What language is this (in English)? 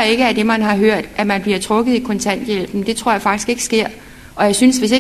Danish